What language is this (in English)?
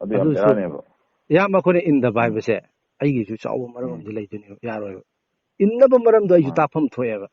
Manipuri